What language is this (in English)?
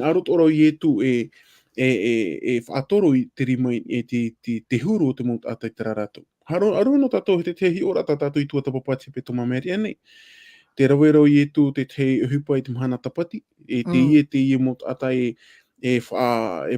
Tahitian